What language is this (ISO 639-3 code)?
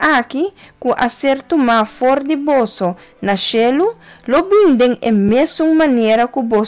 pap